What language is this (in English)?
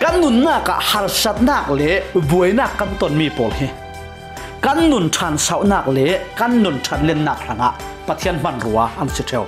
Falam Chin